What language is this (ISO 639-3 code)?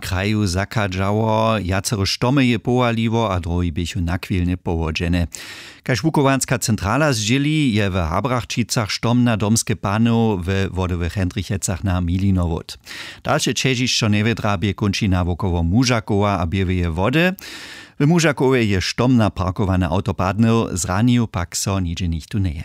hsb